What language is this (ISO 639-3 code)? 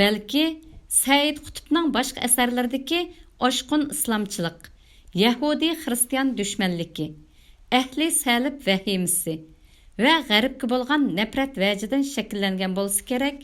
uig